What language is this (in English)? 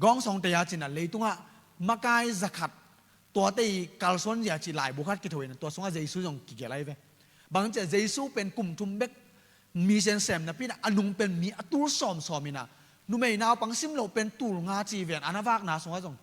Tedim Chin